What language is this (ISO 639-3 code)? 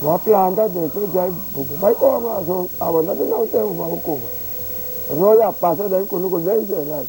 pap